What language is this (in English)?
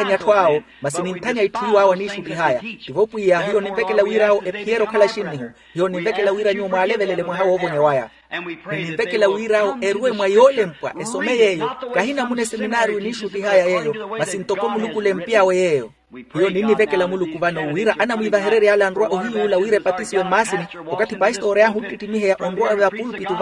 Makhuwa